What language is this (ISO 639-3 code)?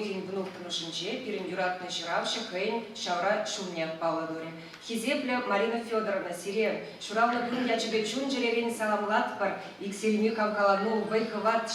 chv